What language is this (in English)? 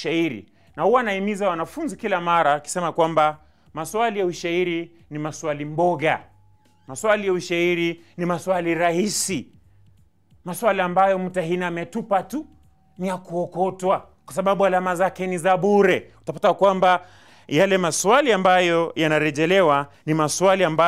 Swahili